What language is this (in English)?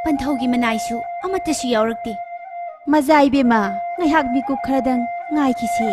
Manipuri